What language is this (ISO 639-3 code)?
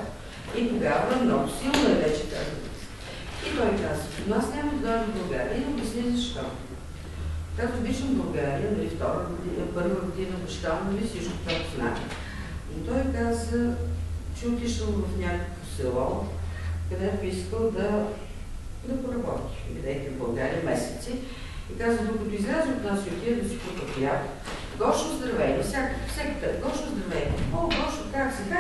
bul